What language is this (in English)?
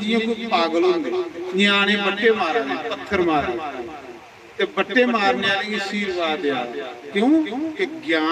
Dogri